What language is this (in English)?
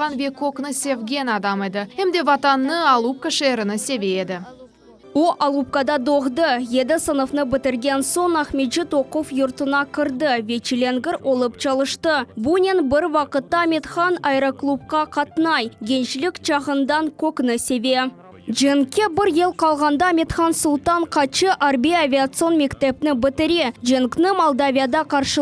Crimean Tatar